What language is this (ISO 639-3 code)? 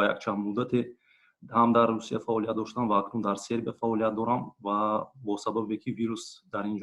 tgk